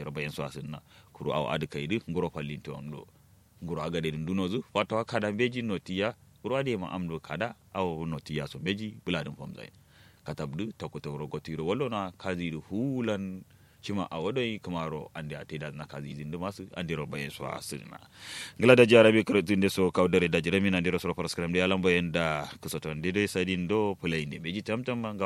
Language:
Kanuri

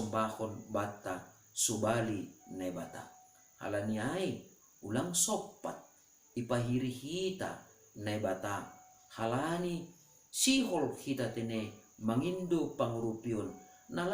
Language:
Batak Simalungun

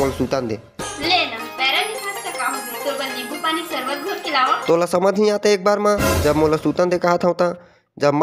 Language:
Chhattisgarhi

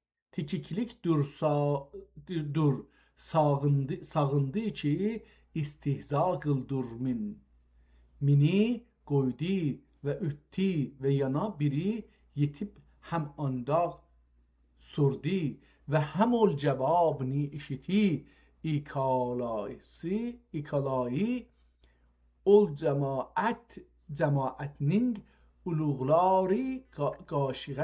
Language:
South Azerbaijani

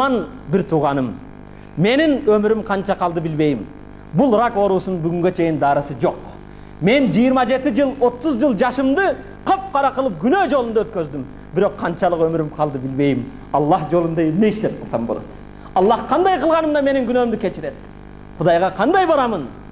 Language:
Kyrgyz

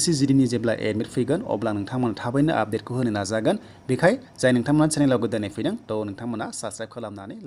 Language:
Bodo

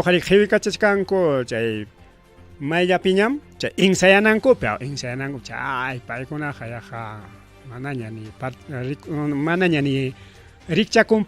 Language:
Ayacucho Quechua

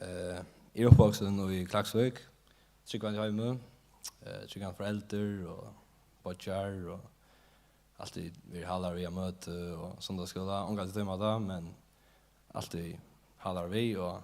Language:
Faroese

